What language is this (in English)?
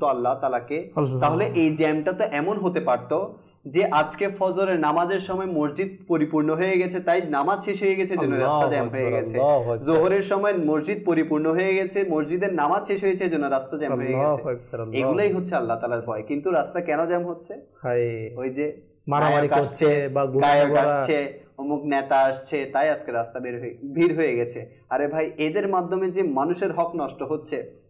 Bangla